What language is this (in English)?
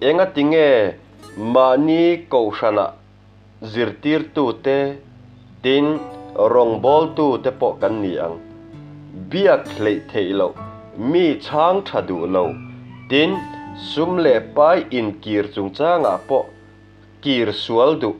Mizo